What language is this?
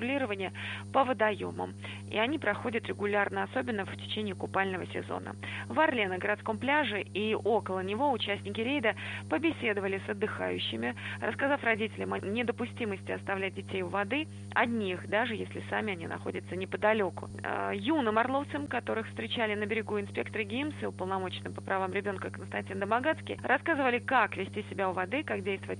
Russian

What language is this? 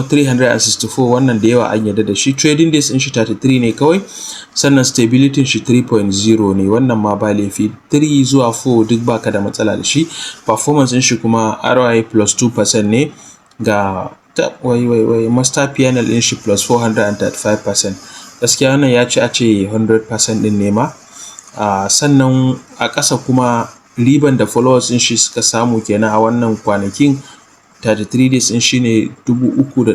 Hausa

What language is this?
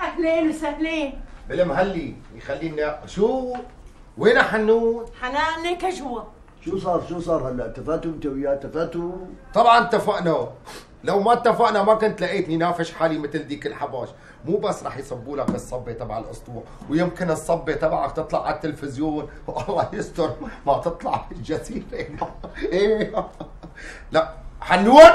North Levantine Arabic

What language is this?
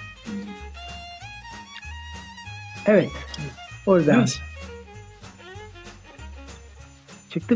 Turkish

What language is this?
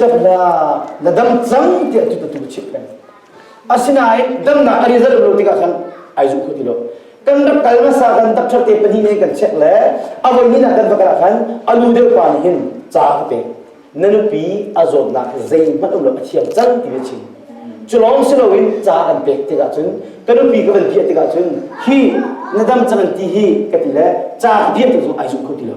Hakha Chin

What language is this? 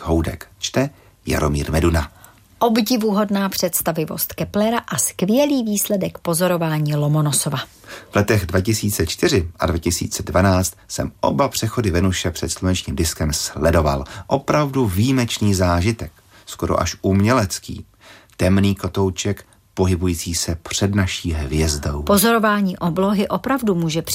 Czech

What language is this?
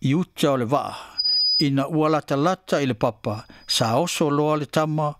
Samoan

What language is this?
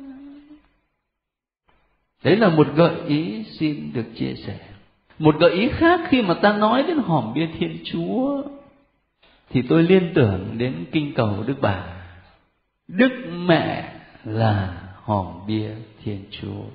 Vietnamese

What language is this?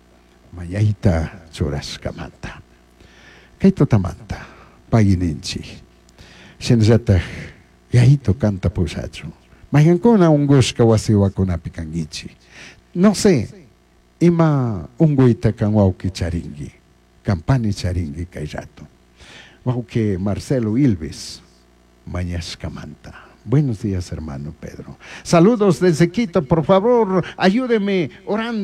Chimborazo Highland Quichua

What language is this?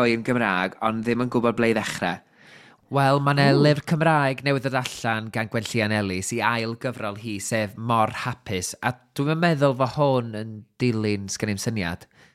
Welsh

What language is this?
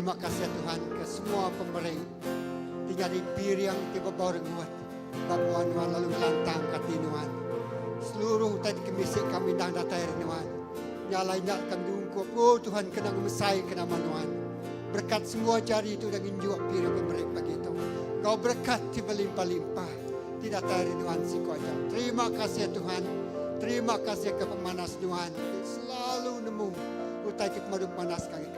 Iban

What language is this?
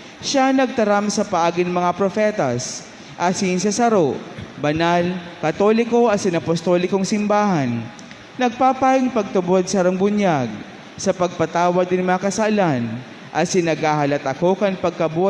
Bikol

